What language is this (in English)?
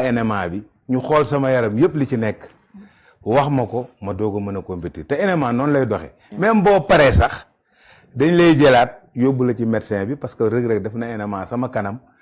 Wolof